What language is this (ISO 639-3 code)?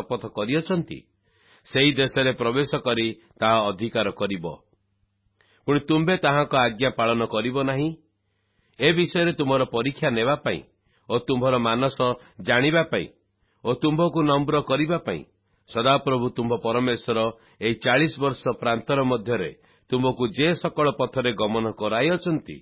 ori